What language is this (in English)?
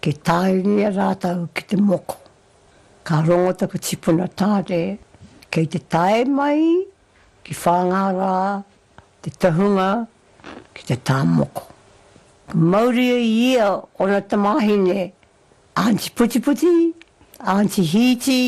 Māori